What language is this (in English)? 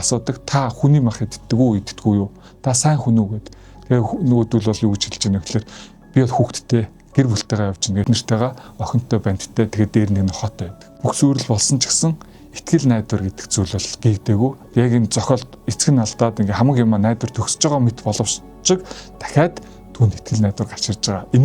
Mongolian